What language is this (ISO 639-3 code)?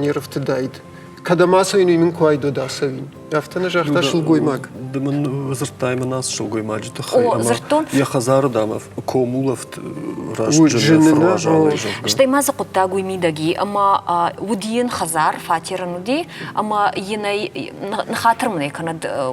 oss